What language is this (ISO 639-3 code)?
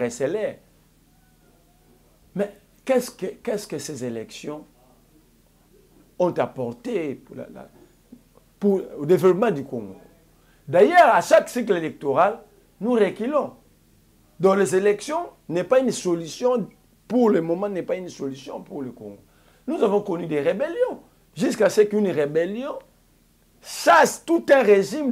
fra